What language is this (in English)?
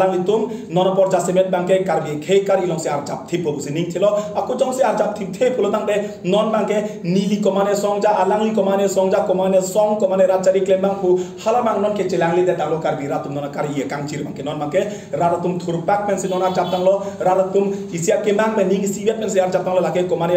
Karbi